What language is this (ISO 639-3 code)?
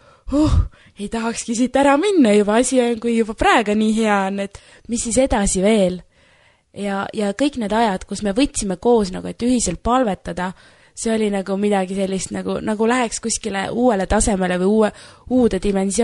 est